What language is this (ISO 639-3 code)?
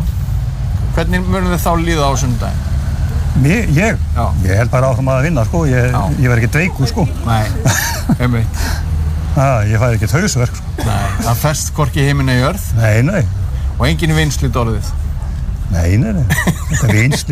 isl